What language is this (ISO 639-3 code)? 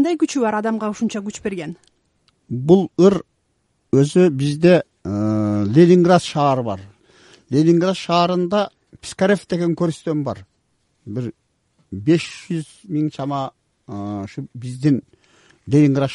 kir